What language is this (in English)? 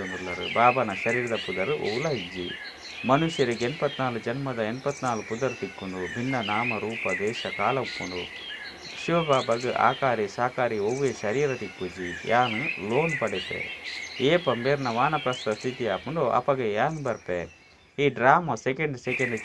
Tulu